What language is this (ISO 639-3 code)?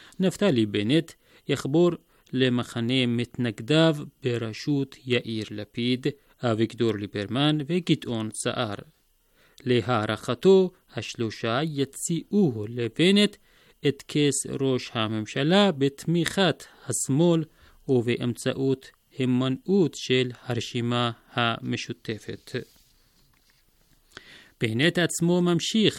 heb